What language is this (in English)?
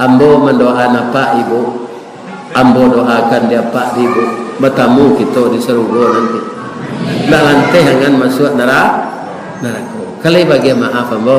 Minangkabau